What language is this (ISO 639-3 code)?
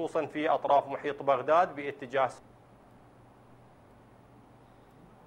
ara